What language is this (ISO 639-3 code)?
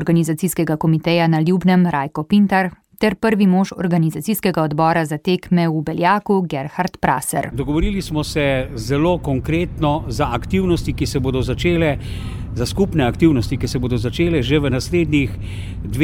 slv